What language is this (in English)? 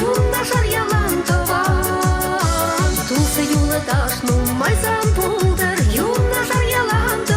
Chuvash